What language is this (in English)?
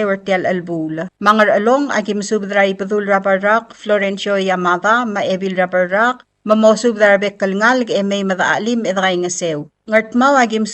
Palauan